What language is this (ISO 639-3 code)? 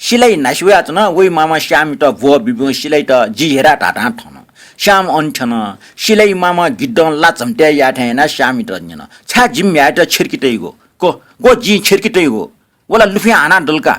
new